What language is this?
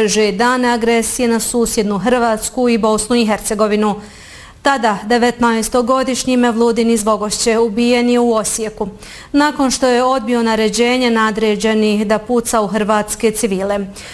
Bosnian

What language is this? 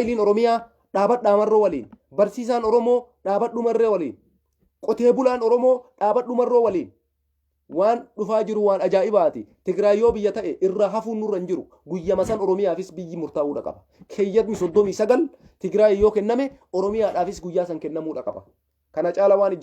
Oromo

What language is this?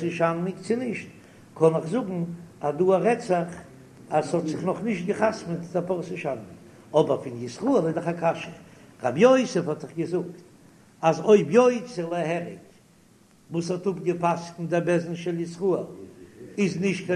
Yiddish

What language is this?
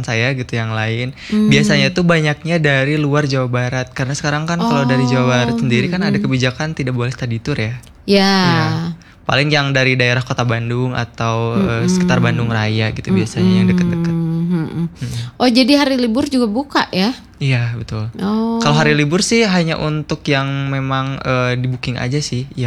Indonesian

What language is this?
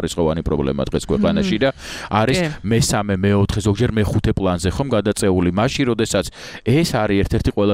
Georgian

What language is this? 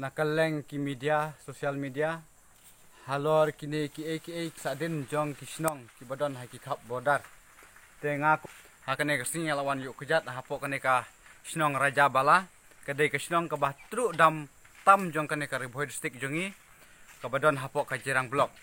Khasi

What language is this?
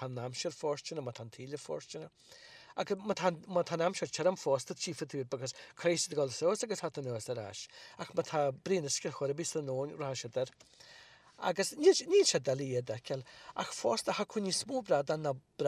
Irish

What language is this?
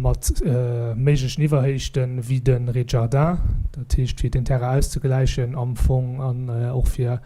Luxembourgish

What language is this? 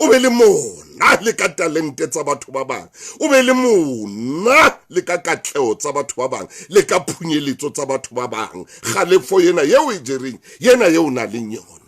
Southern Sotho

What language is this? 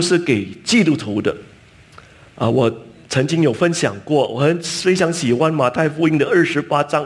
Chinese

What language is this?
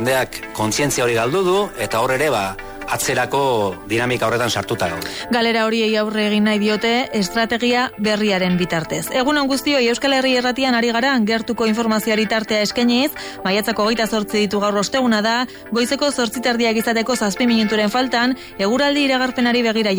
Basque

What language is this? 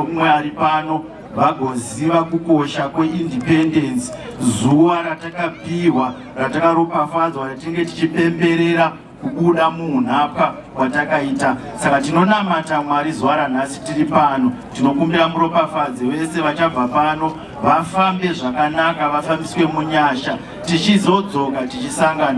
Shona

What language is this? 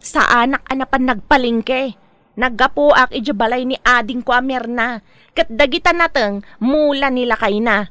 Iloko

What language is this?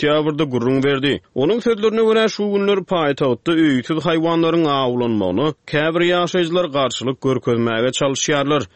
Turkmen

